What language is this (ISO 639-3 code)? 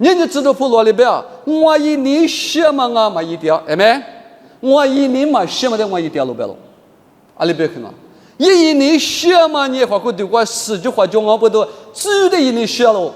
lis